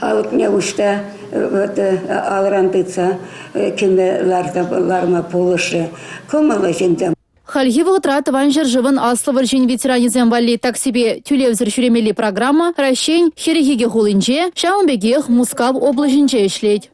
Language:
Chuvash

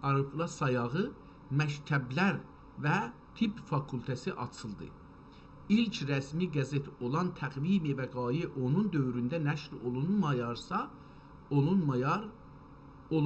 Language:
South Azerbaijani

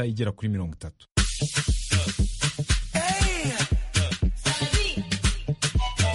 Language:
Kinyarwanda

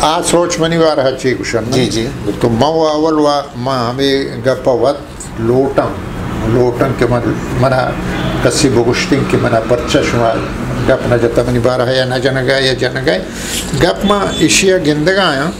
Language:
Eastern Balochi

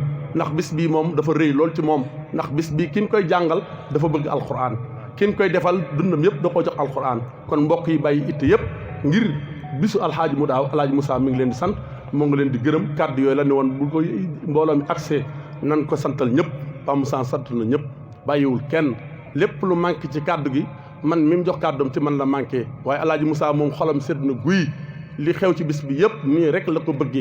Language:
Wolof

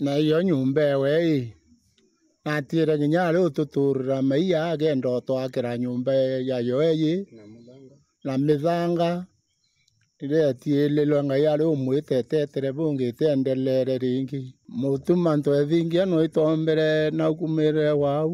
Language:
Meru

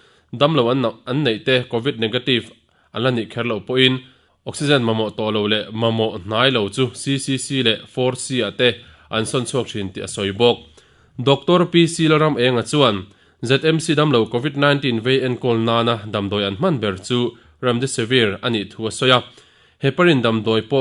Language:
Mizo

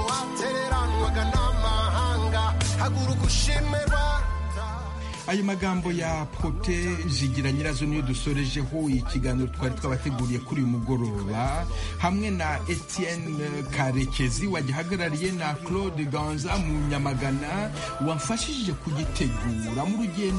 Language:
Kinyarwanda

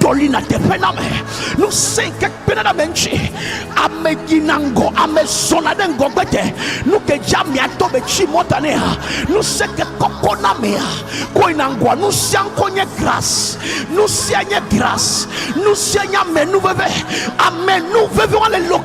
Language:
Ewe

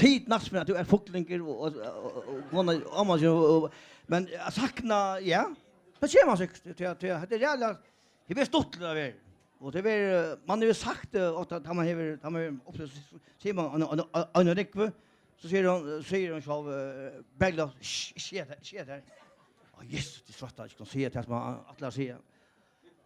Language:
Faroese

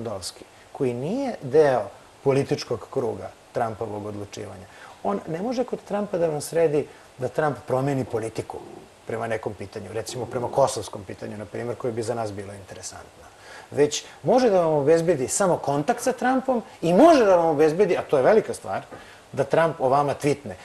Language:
Serbian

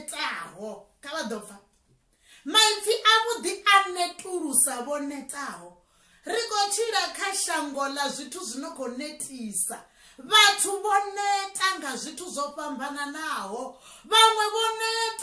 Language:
Venda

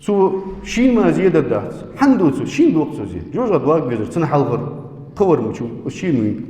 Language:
Ingush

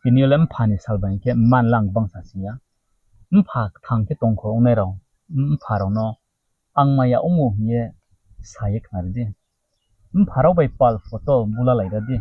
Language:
Riang (India)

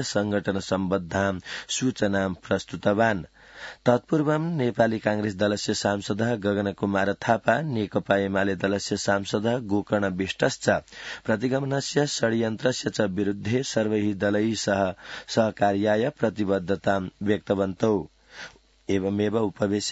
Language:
Sanskrit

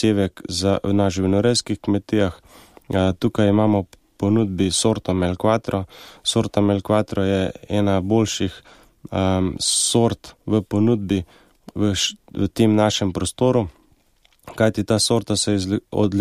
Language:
Slovenian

